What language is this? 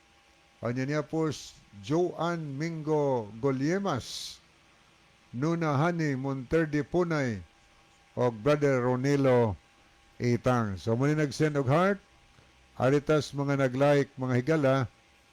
Cebuano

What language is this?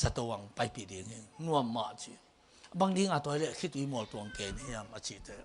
Tedim Chin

